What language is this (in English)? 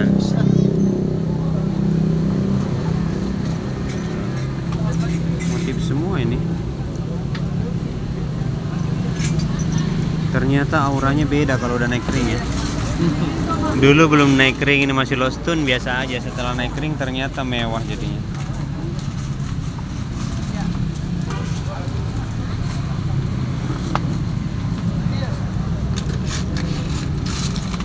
Indonesian